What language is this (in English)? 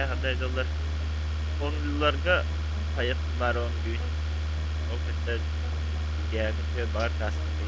Yakut